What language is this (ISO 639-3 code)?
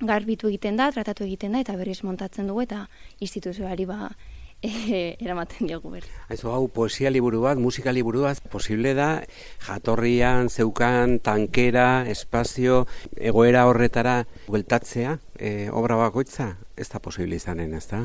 eus